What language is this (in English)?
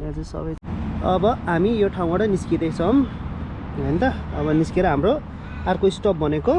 Nepali